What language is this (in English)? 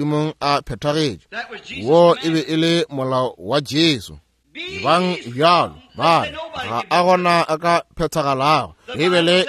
Northern Sotho